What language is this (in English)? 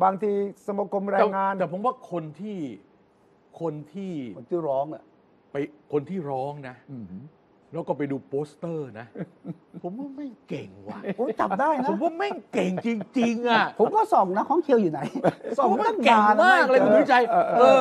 Thai